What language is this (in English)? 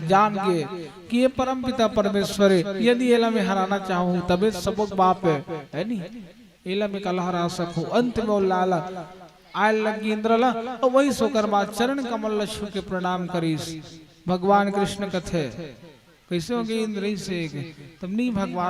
Chhattisgarhi